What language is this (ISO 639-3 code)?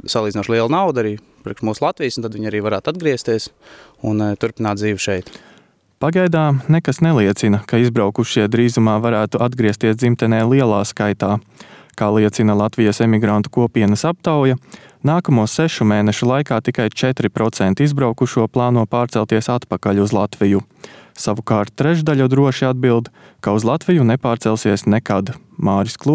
lav